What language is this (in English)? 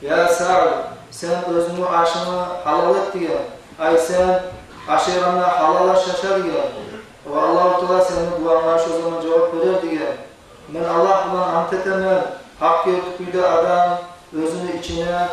Kumyk